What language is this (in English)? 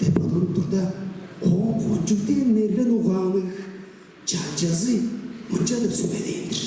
Tuvinian